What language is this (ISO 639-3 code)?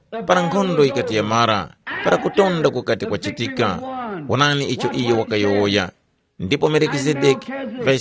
tum